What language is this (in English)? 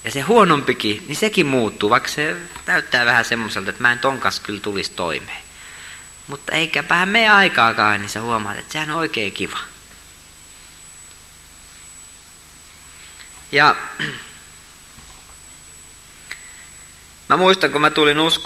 Finnish